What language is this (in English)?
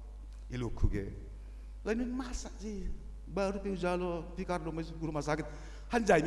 Batak Simalungun